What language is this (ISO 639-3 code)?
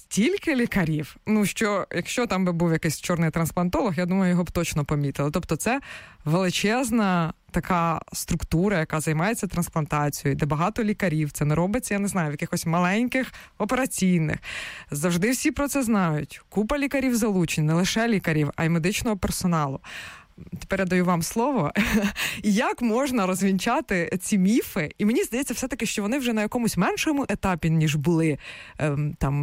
ukr